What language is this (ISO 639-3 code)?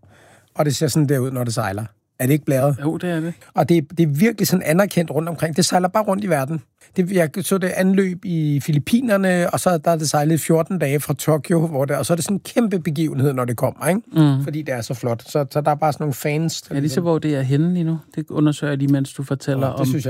dan